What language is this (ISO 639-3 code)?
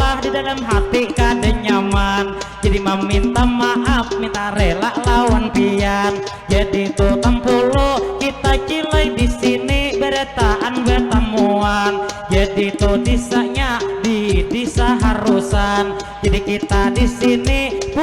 bjn